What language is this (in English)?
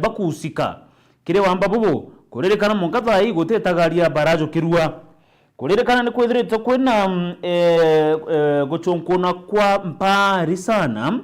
Meru